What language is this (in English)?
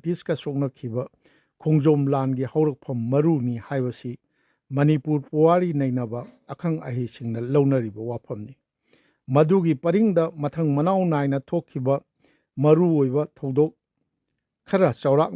Manipuri